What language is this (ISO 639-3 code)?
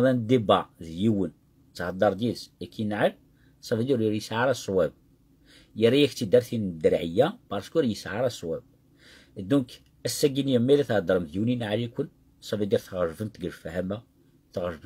kab